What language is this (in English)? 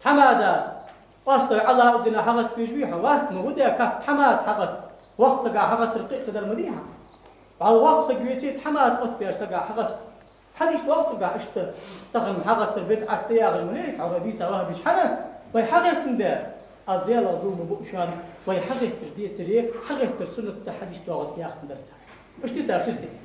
Ingush